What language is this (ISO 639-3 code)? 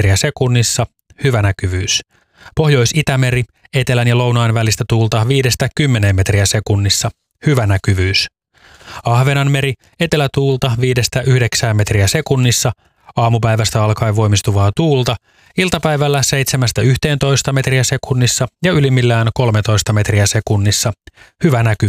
fin